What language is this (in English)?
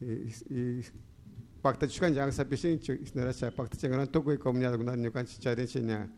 Chimborazo Highland Quichua